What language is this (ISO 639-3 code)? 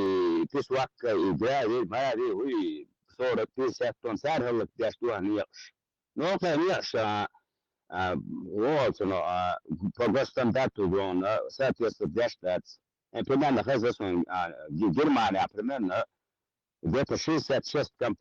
che